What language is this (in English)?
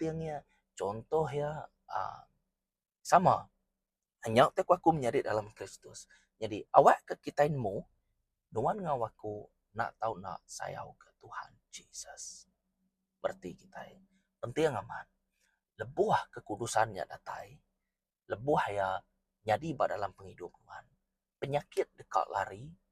Iban